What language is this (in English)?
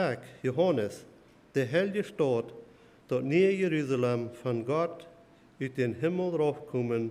Plautdietsch